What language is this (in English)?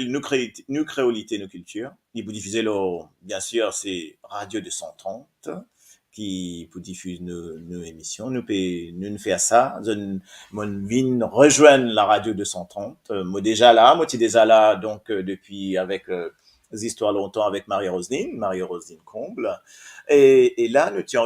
Morisyen